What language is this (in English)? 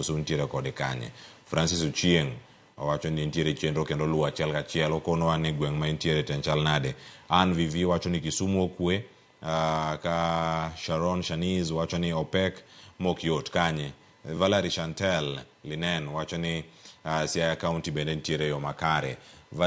Luo (Kenya and Tanzania)